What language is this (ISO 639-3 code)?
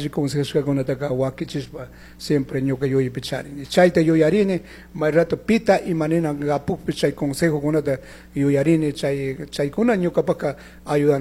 qug